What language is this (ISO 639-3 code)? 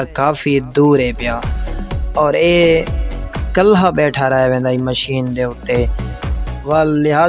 skr